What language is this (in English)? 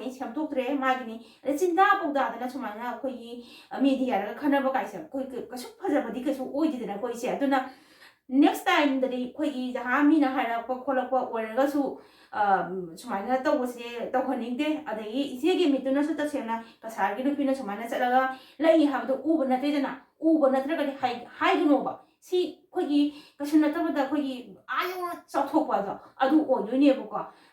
Manipuri